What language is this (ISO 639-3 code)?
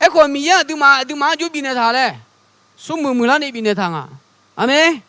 ahk